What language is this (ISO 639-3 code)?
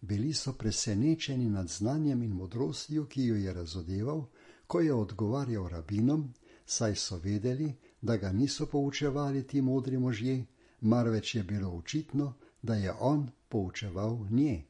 slv